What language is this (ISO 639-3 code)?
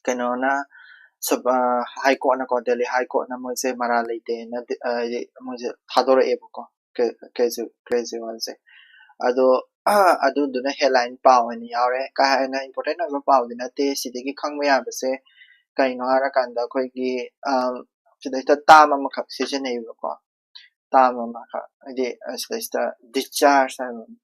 mni